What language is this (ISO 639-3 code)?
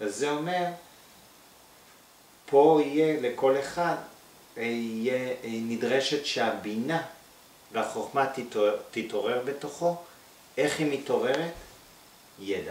heb